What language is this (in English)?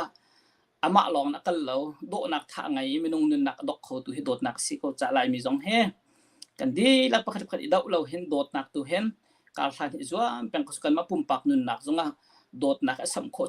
Hakha Chin